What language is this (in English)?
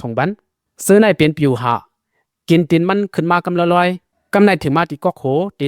Shan